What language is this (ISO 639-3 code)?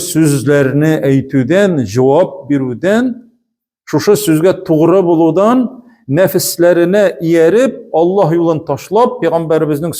tat